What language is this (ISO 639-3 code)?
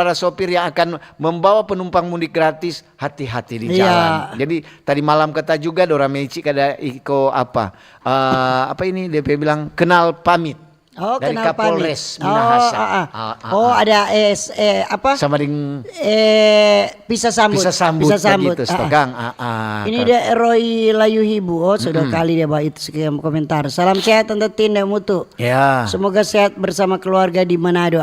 xmm